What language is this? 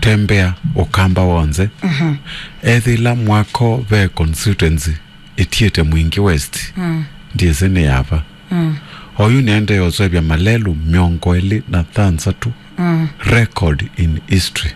Kamba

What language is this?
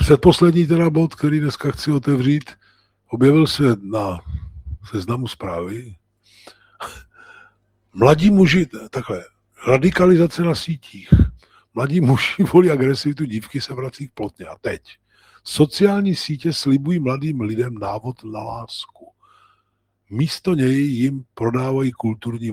Czech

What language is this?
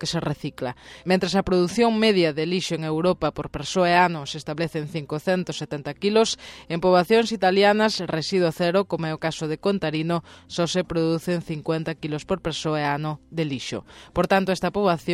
Galician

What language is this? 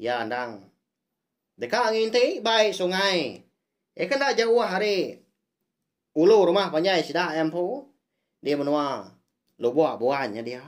Iban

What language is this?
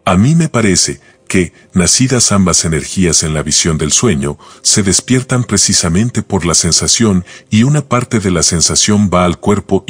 Spanish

